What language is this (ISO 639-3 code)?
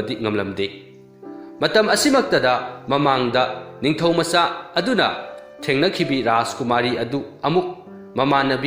mni